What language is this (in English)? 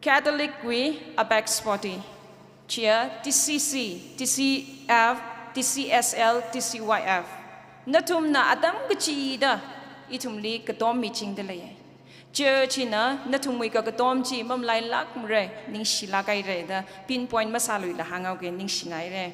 Tangkhul Naga (India)